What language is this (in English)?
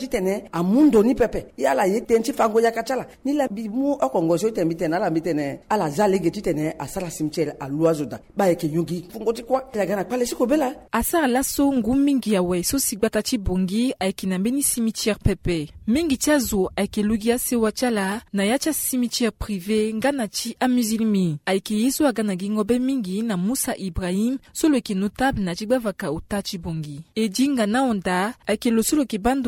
Sango